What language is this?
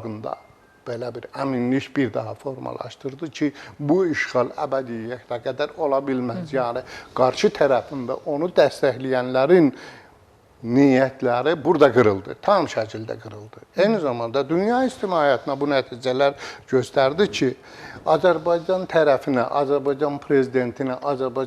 Azerbaijani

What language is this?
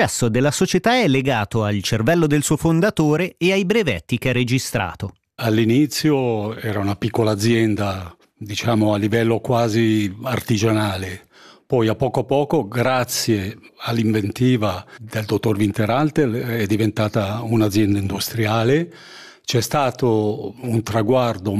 Italian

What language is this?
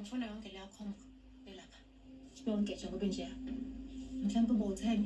Zulu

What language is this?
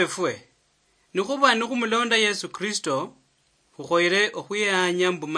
Luyia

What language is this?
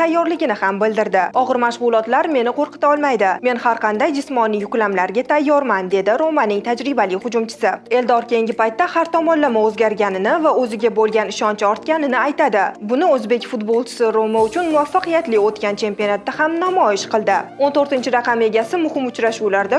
Uzbek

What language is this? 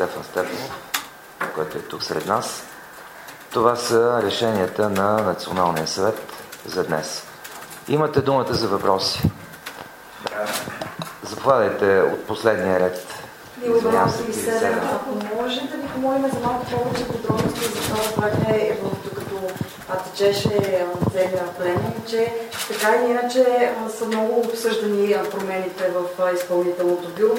Bulgarian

